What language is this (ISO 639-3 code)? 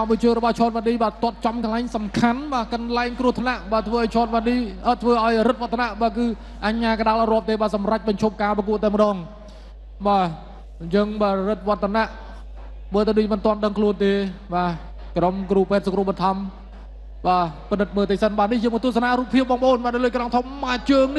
khm